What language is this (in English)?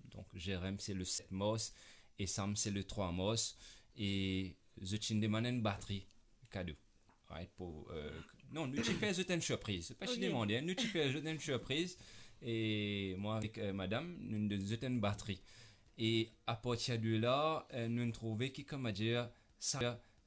Morisyen